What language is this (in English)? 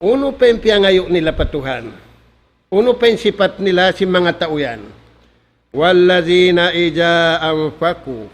Tausug